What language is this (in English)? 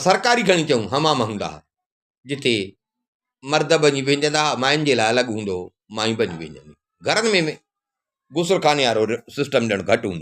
Sindhi